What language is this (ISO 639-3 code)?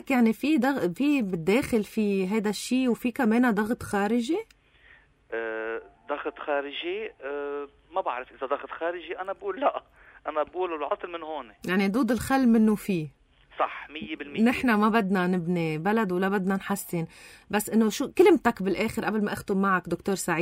apc